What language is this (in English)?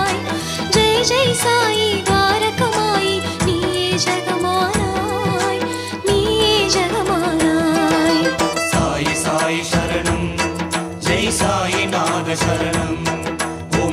Tamil